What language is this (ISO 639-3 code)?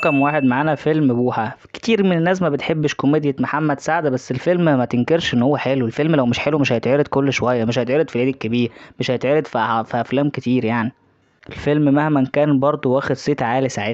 arz